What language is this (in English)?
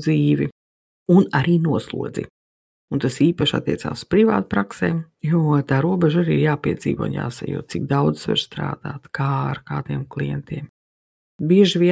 Latvian